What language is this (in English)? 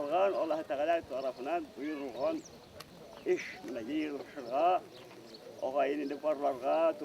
Bashkir